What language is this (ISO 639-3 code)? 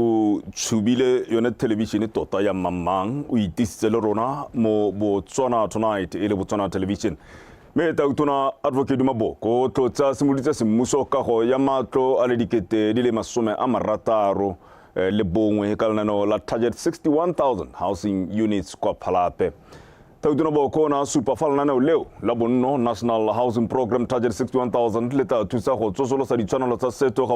tsn